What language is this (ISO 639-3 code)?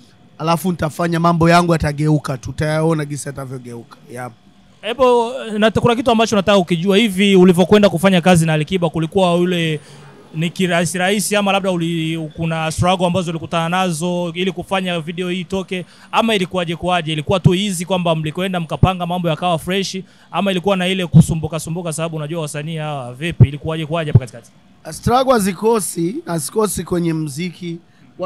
swa